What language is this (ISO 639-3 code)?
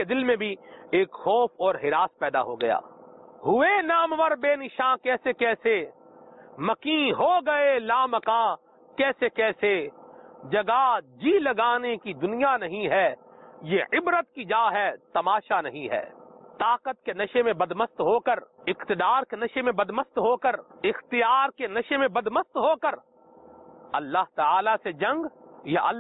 urd